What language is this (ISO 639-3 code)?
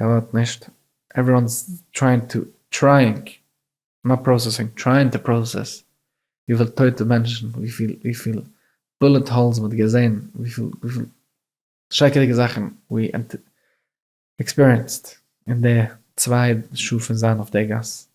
yid